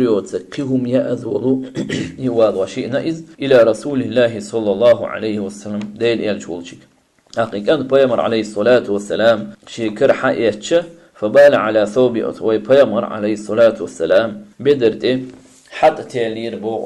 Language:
Chechen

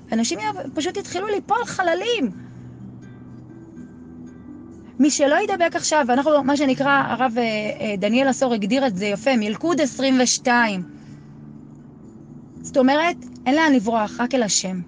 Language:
Hebrew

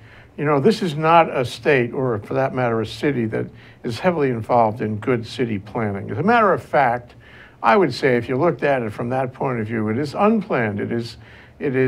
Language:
English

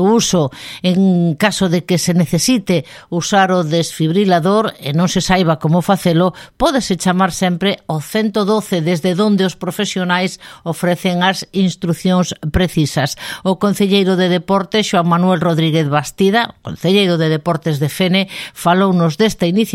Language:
Galician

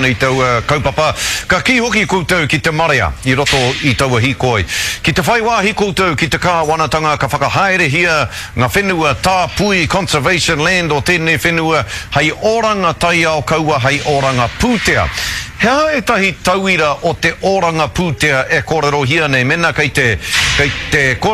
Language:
Māori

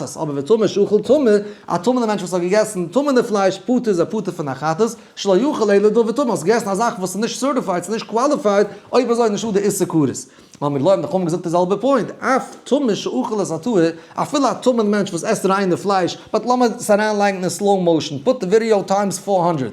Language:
Yiddish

